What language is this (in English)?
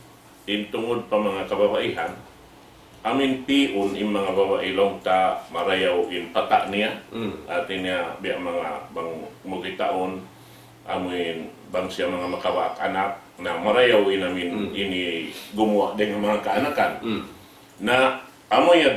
Tausug